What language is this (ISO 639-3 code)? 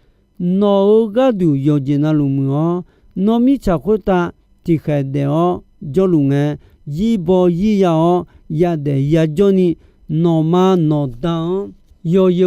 ahk